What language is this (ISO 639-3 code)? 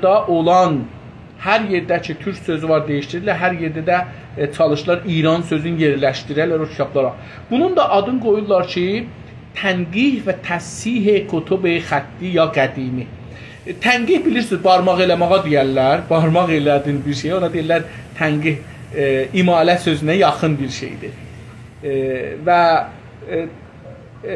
azb